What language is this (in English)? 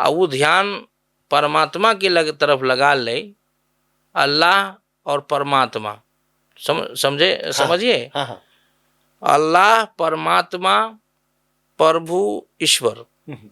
Maithili